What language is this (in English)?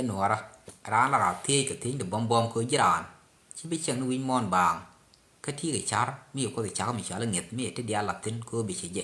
Nuer